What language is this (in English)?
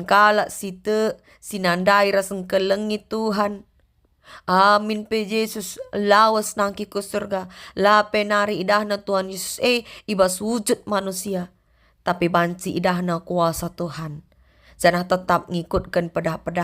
Batak Karo